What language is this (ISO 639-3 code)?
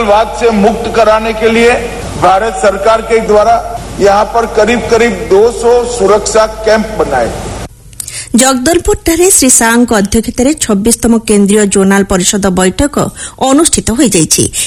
ori